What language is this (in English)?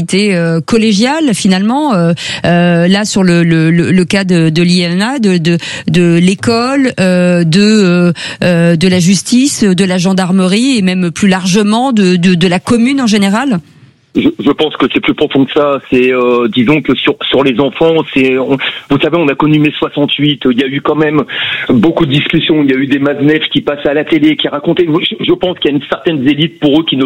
French